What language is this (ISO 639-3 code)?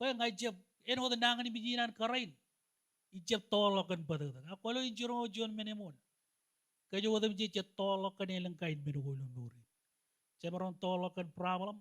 mah